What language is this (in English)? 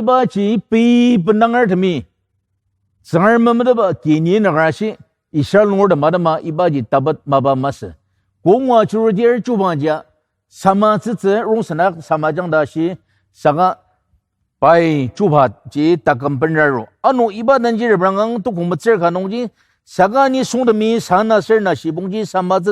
Ao Naga